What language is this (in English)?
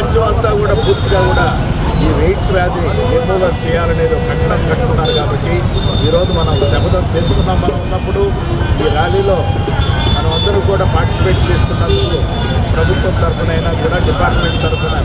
Telugu